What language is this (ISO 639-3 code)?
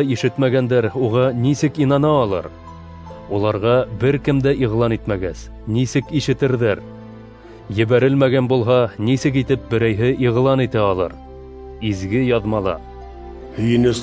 bak